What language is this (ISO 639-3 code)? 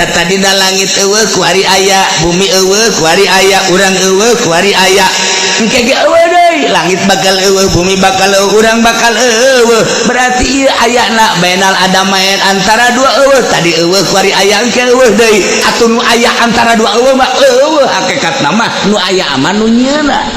sun